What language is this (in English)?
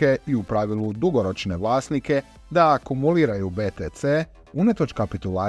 Croatian